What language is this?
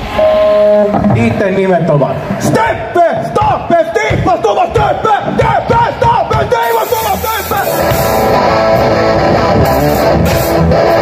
Finnish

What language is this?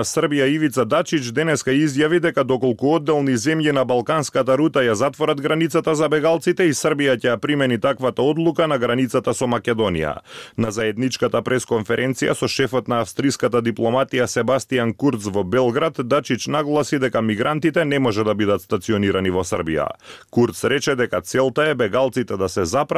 Macedonian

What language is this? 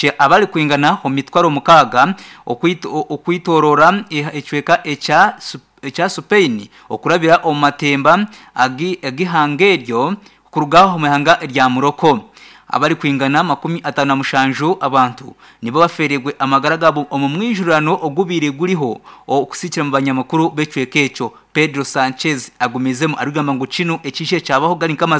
Nyankole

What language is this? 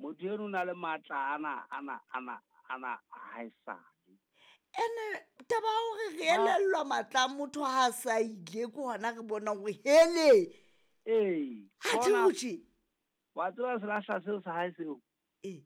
Southern Sotho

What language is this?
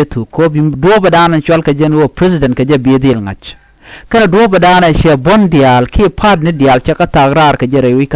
Nuer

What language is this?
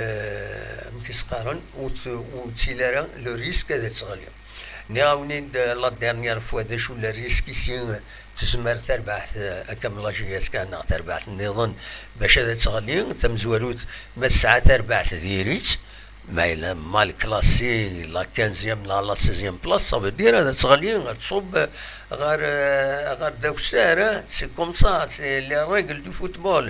Kabyle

